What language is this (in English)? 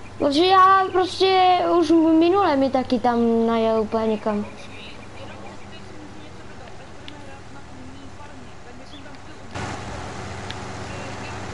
Czech